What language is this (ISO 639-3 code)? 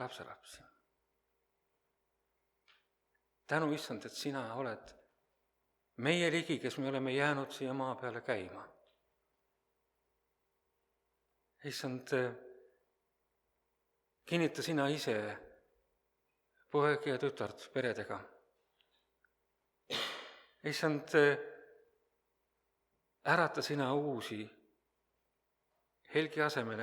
est